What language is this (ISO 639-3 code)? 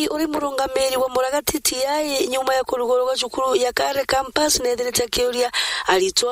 mer